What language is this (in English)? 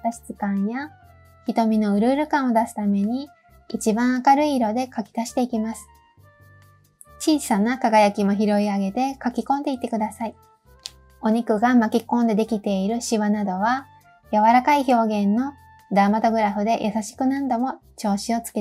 Japanese